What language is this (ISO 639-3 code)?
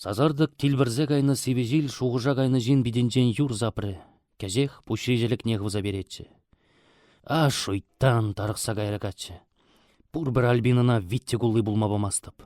chv